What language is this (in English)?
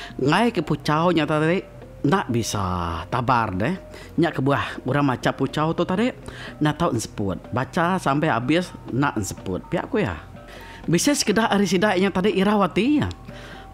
Iban